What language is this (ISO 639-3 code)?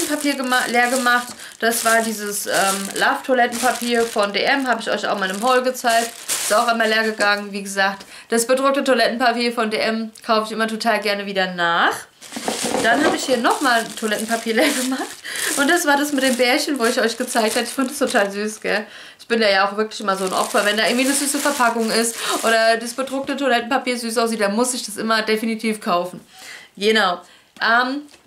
deu